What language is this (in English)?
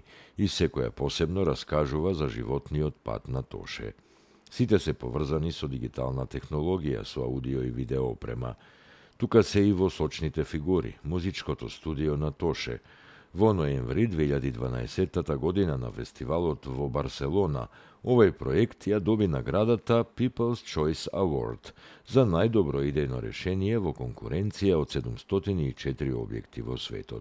Macedonian